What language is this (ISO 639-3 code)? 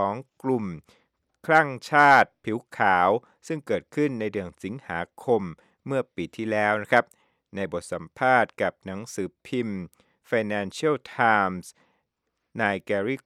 tha